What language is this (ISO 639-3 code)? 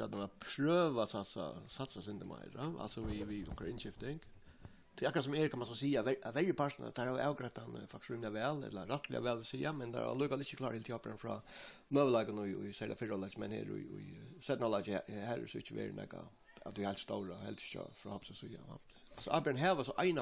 fao